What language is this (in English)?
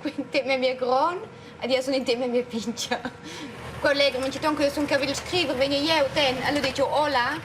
Romansh